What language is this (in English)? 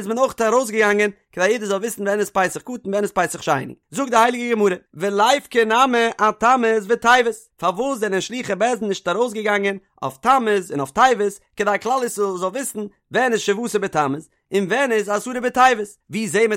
Yiddish